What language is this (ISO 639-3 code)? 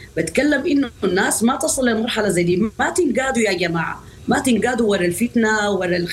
apd